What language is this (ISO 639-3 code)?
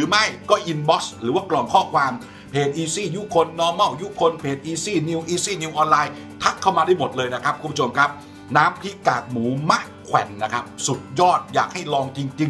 tha